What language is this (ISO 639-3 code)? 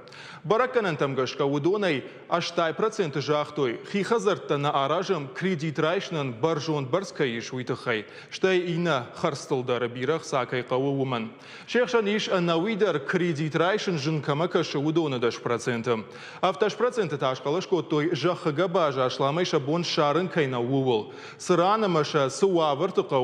oss